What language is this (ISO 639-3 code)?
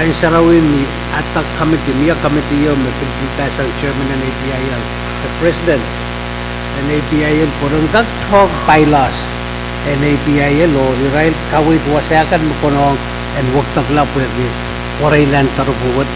pon